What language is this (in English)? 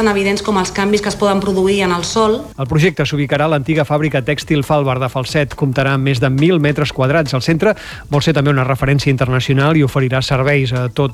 Catalan